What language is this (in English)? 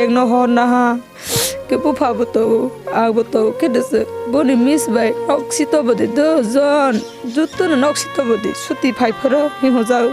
Kok Borok